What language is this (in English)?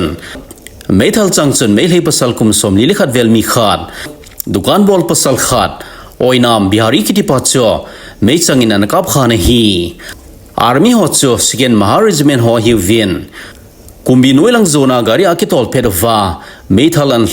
Thado Chin